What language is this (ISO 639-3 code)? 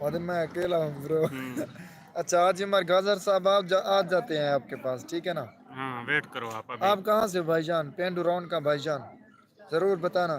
skr